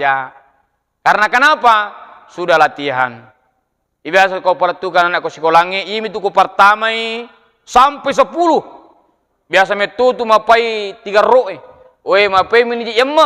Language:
Buginese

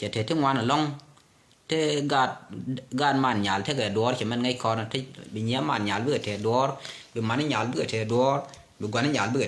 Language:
Nuer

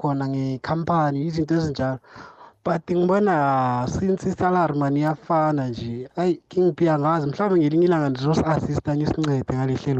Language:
South Ndebele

